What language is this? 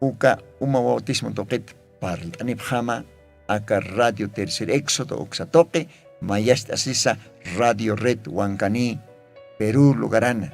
Aymara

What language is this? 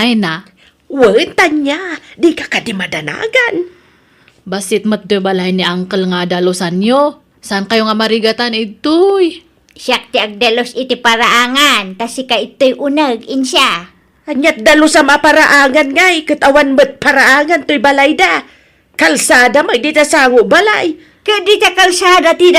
Iloko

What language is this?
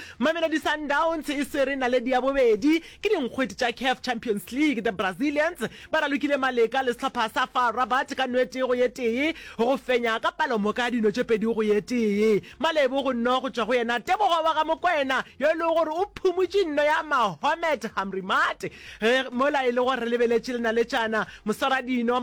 Northern Sotho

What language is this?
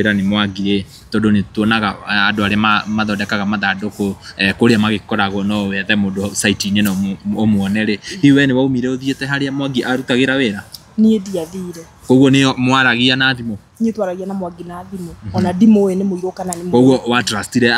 Kikuyu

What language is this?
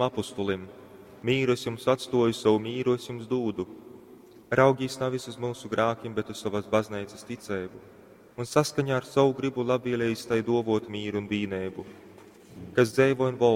Latgalian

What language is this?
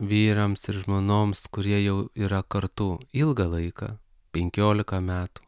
Lithuanian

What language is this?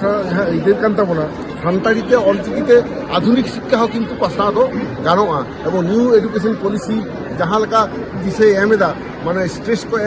Santali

